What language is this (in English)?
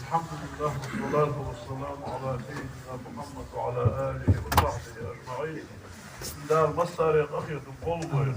Ingush